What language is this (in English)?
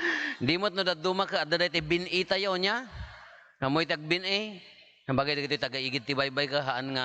Iloko